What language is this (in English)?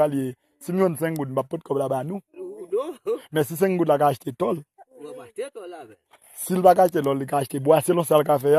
Haitian Creole